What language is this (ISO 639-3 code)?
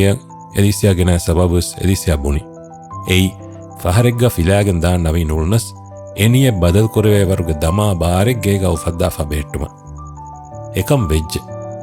div